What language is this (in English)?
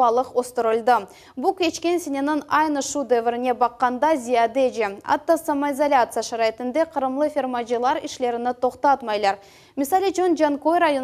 Crimean Tatar